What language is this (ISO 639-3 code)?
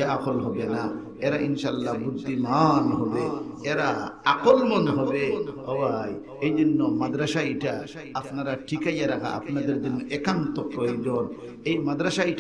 syl